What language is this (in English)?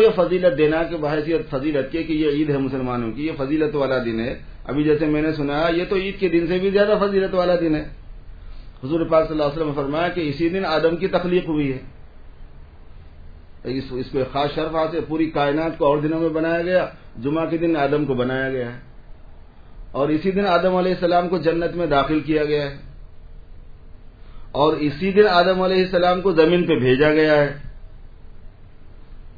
Urdu